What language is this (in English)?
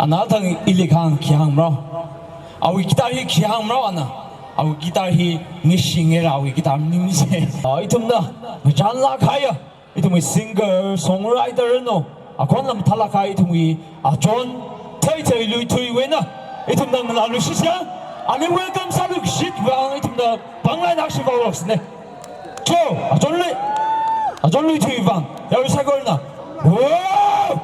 Tangkhul Naga (India)